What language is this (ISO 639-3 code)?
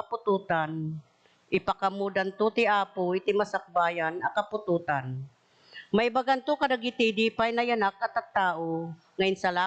ilo